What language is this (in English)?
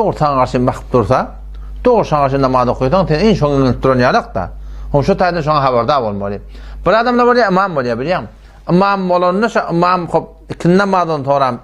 Turkmen